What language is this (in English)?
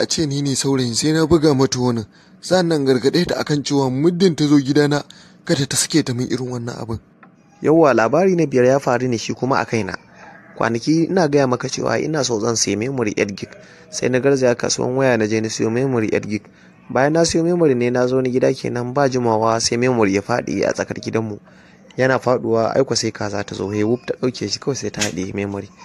Hausa